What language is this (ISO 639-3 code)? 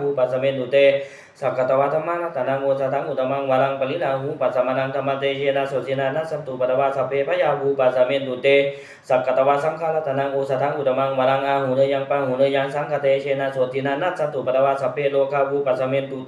pli